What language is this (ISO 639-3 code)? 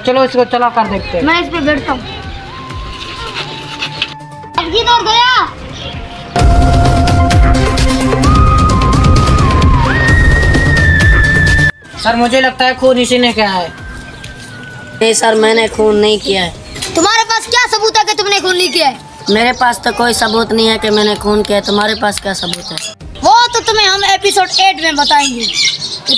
hin